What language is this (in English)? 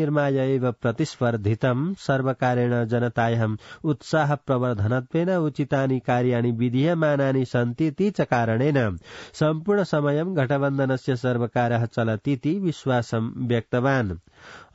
Sanskrit